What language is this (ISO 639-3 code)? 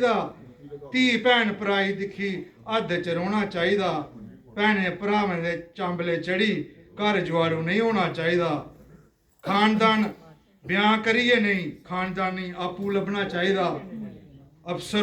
doi